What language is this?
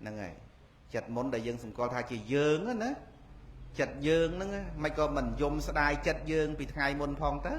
Khmer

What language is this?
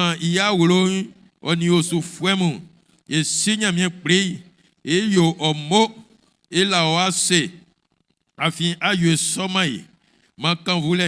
Baoulé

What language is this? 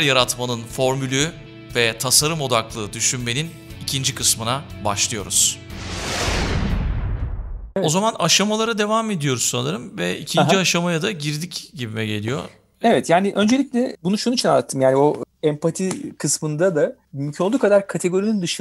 Turkish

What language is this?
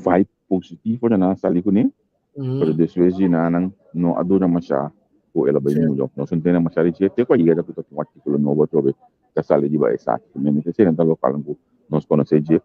Papiamento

